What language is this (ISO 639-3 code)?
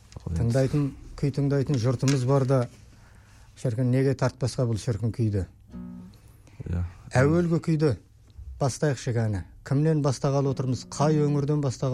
kaz